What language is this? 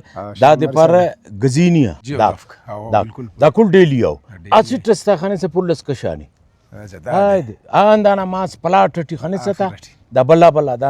Brahui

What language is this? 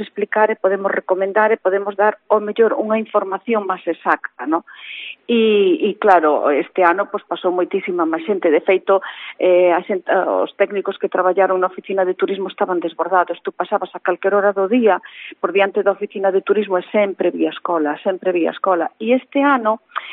Galician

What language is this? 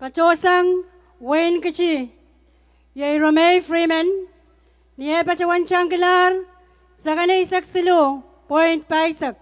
Pohnpeian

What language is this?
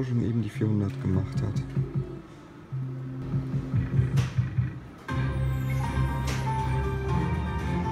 German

